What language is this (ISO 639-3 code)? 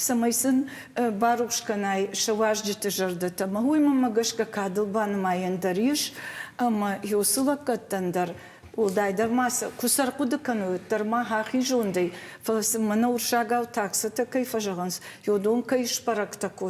oss